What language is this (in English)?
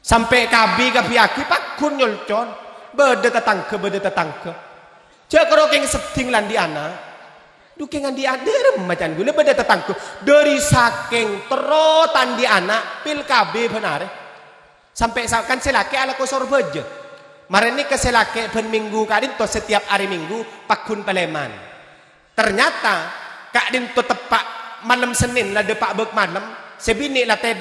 Madurese